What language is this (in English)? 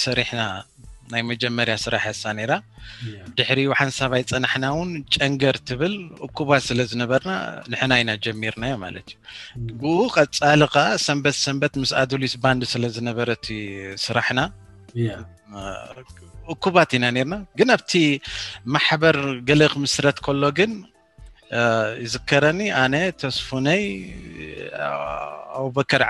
Tigrinya